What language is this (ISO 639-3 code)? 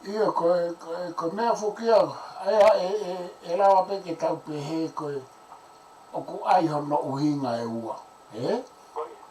ton